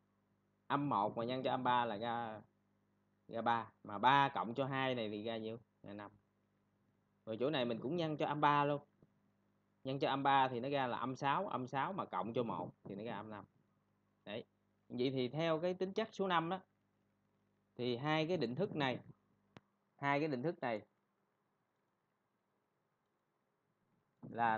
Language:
Vietnamese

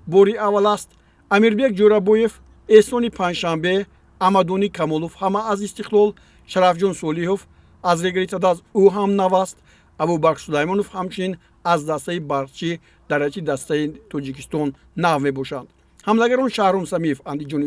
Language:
Tajik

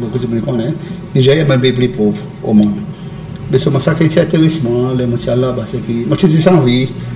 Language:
Seselwa Creole French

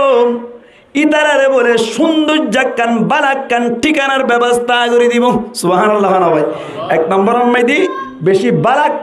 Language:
Rohingya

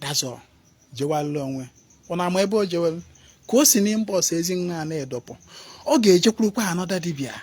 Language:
Igbo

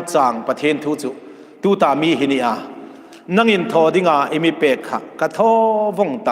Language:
Hmar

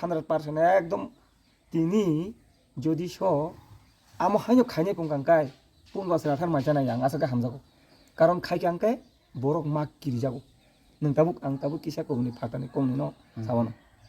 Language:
Kok Borok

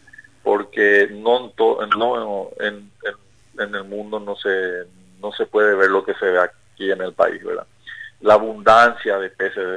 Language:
Spanish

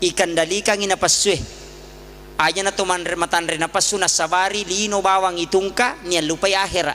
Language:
Buginese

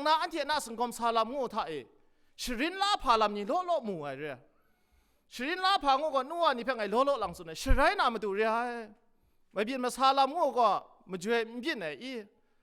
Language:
Kachin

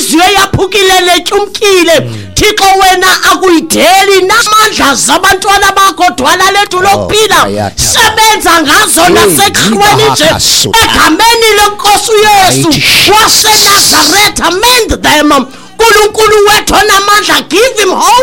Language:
Xhosa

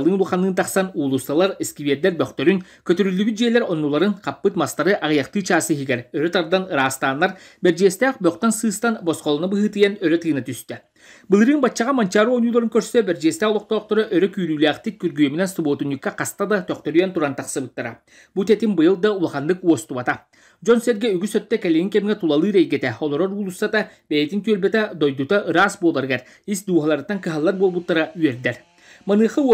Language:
Yakut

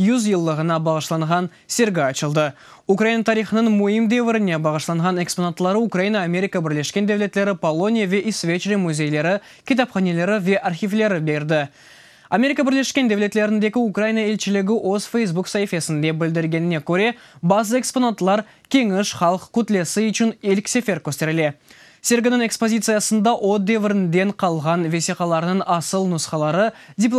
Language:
Crimean Tatar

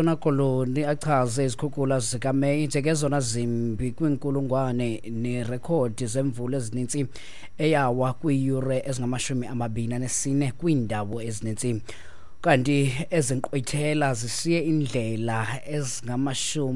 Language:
Xhosa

